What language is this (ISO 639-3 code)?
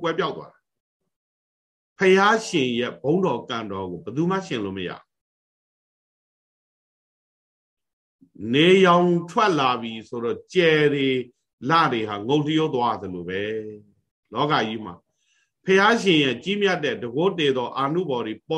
mya